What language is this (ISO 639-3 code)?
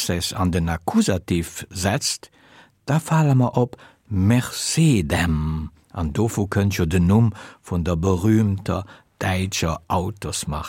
ltz